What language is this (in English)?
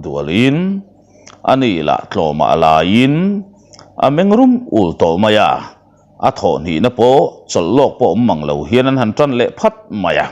Mizo